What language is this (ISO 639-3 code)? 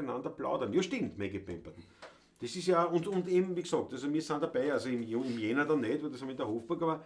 bar